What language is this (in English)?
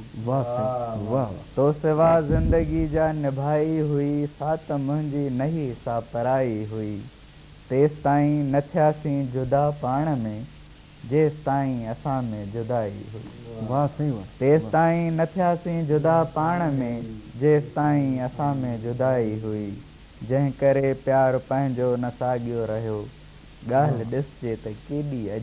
Sindhi